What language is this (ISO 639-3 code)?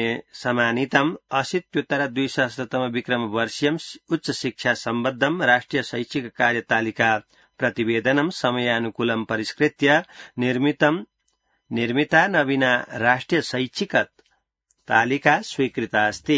san